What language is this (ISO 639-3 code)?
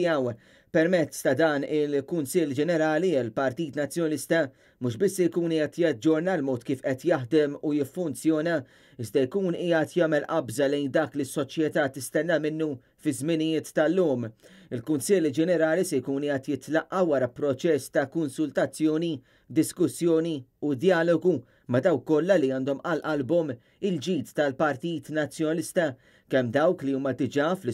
mlt